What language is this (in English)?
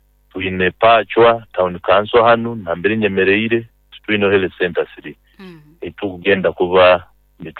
Nyoro